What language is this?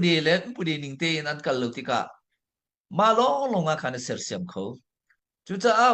Hakha Chin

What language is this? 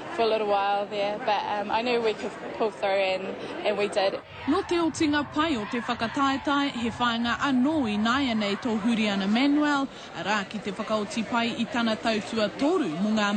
Māori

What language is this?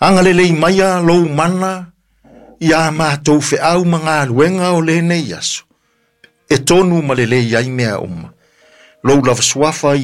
Samoan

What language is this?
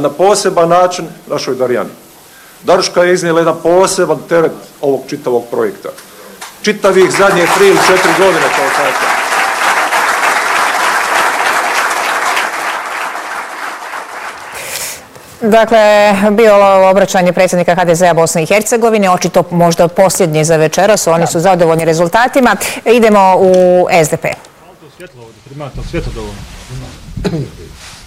Bosnian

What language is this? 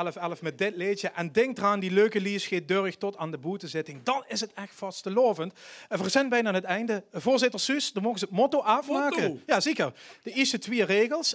Limburgish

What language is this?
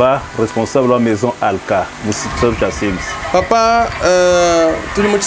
Luba-Lulua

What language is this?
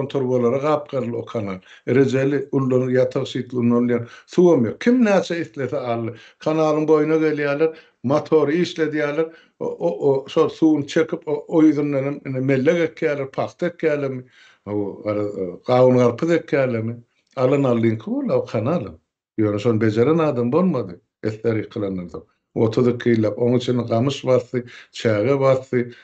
Turkmen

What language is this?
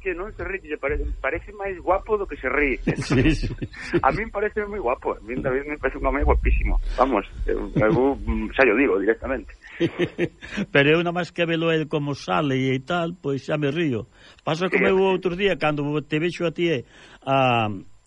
Galician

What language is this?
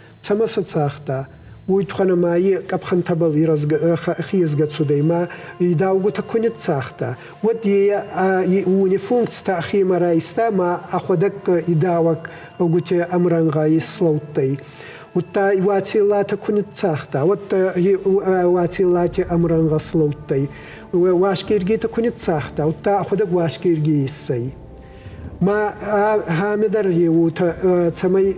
Ossetic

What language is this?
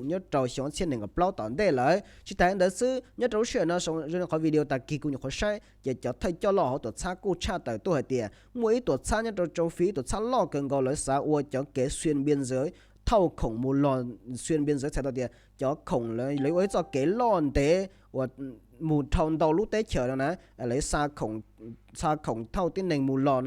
Hmong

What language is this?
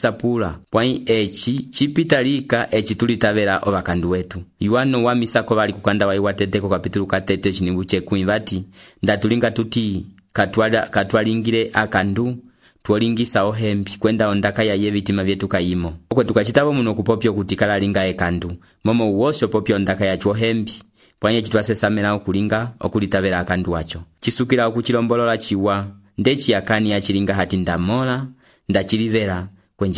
Umbundu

